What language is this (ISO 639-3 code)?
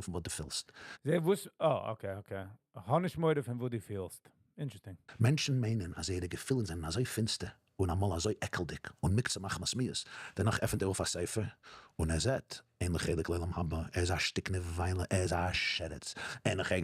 yid